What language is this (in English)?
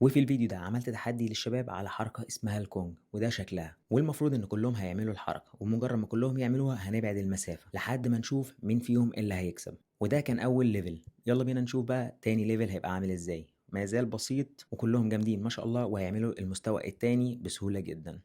Egyptian Arabic